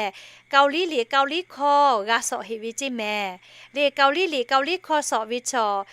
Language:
Lahu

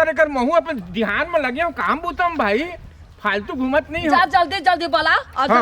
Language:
Chhattisgarhi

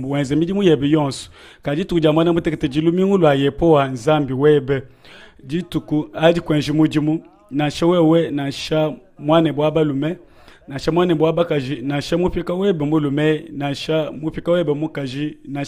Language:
Luba-Lulua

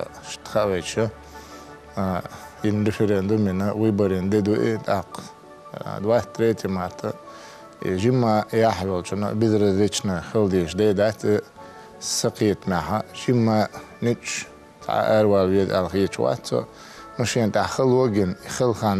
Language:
Chechen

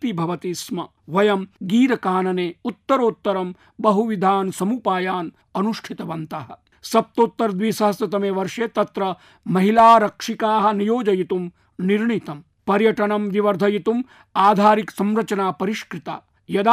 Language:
Sanskrit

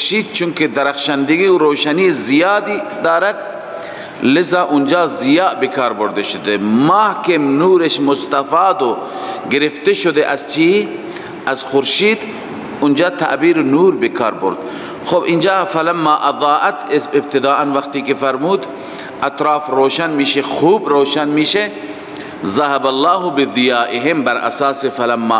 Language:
Persian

